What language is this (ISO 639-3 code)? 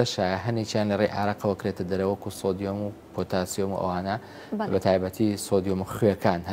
ckb